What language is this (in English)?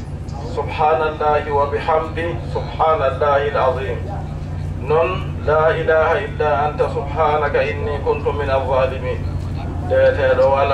Adamawa Fulfulde